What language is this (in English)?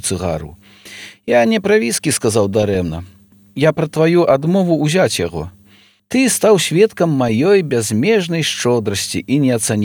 Belarusian